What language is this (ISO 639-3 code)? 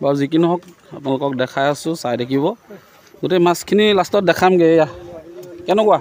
asm